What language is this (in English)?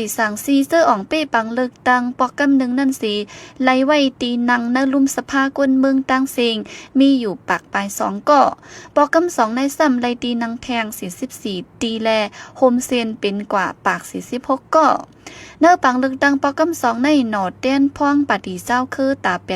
Shan